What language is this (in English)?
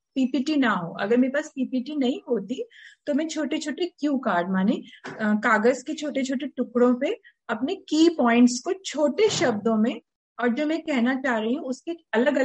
Hindi